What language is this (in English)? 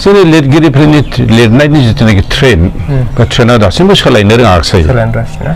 Bodo